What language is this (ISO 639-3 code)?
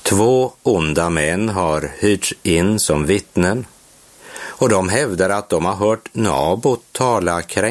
swe